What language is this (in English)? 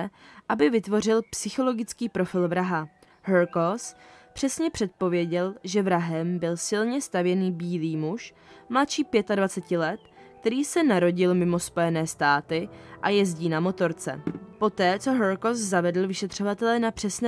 Czech